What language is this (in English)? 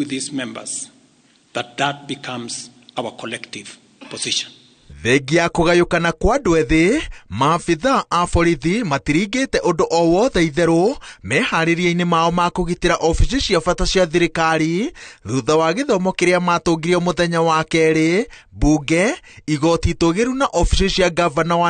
Kikuyu